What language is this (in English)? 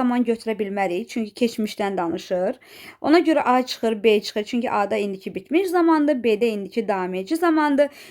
Azerbaijani